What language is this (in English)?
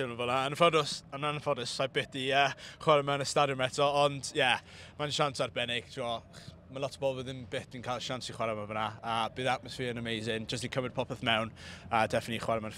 Welsh